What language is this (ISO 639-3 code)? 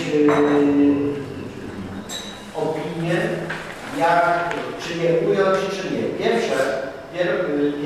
pol